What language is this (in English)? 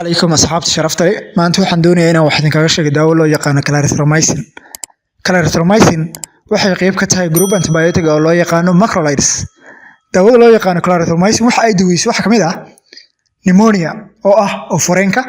Somali